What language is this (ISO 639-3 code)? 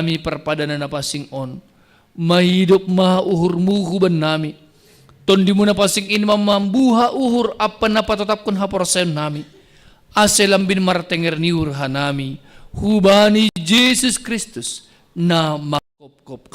bts